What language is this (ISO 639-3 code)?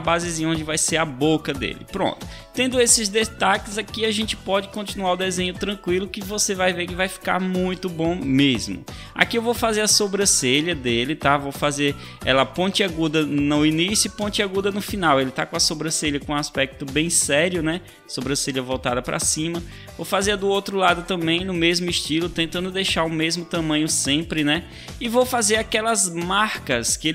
por